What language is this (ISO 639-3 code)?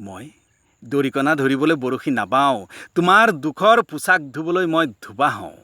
asm